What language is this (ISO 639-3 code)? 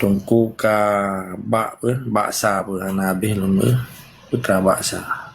ace